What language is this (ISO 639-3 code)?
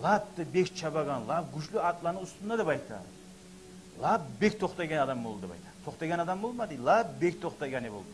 kum